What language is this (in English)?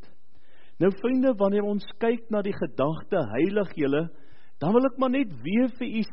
Afrikaans